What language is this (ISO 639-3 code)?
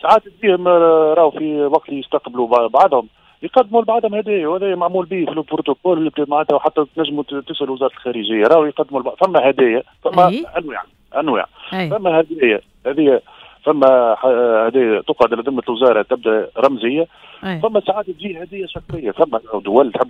aeb